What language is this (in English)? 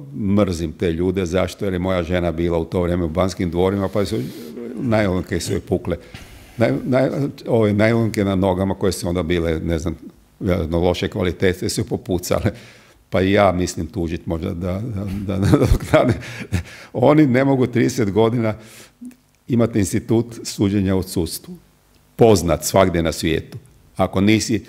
Croatian